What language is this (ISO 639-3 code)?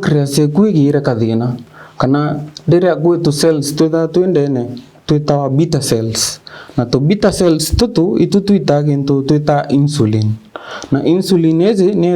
mer